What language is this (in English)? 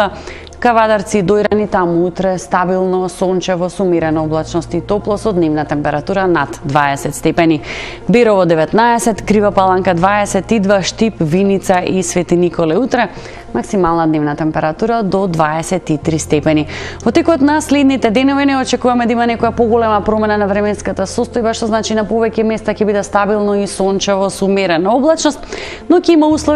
Macedonian